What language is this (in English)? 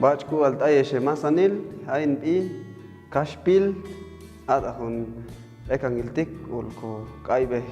Chuj